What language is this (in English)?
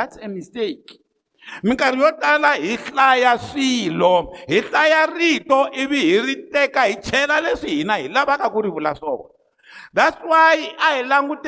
Tsonga